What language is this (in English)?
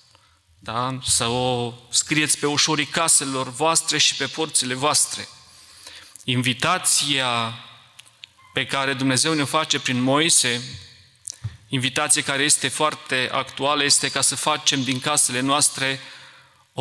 Romanian